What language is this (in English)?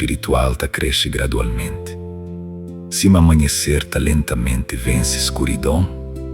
Kabuverdianu